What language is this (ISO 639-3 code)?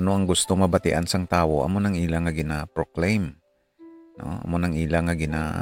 hil